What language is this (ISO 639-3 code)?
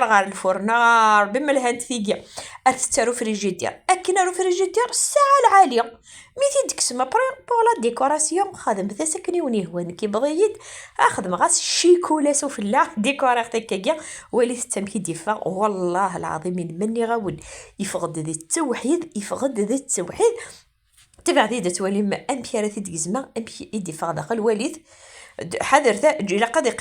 kab